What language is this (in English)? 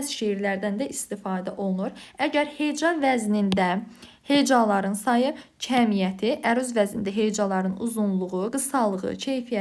Azerbaijani